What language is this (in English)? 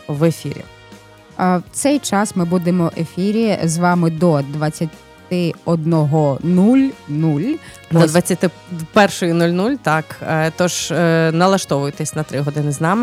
Ukrainian